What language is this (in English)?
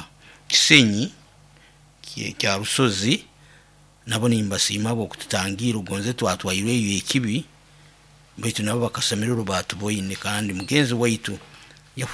Nyoro